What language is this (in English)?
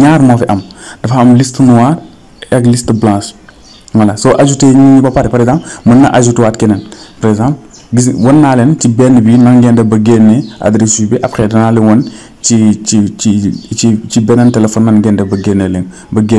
Wolof